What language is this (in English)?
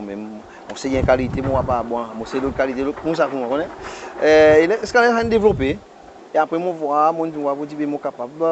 Seselwa Creole French